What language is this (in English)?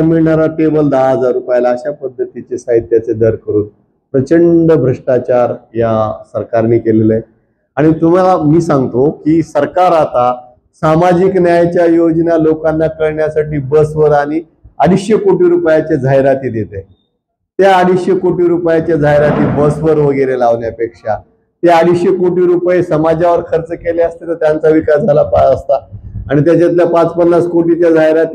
Marathi